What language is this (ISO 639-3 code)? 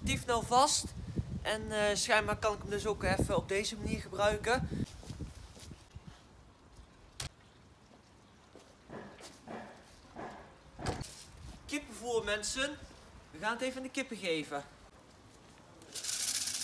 nld